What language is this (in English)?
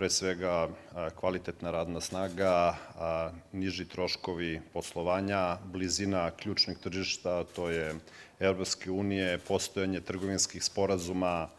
Serbian